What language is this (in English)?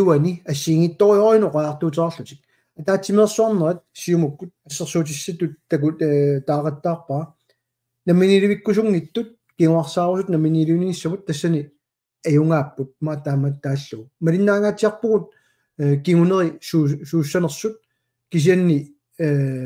Kalaallisut